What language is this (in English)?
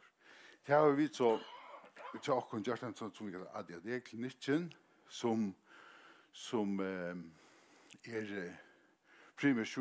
Faroese